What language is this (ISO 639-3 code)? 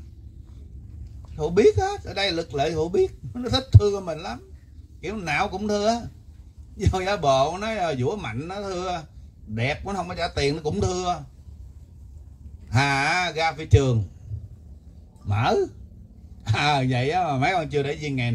vie